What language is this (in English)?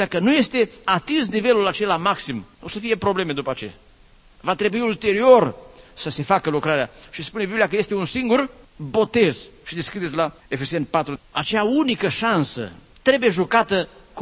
Romanian